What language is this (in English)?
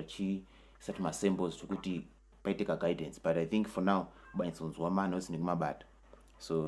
Shona